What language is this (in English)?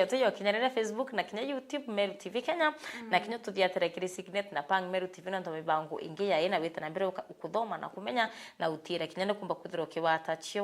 Meru